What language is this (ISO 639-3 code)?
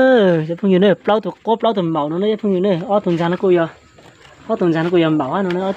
hmn